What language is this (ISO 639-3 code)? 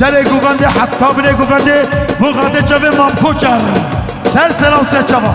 kur